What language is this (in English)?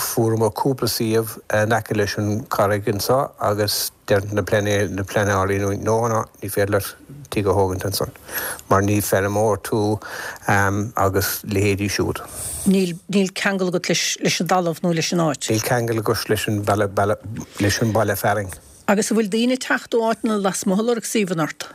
Irish